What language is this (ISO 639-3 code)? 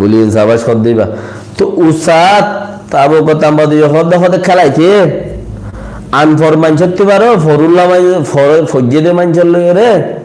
rhg